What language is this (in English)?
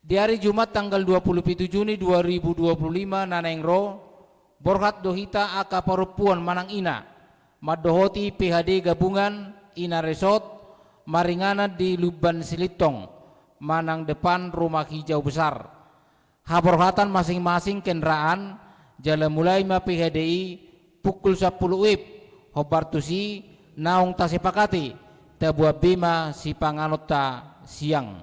Batak Toba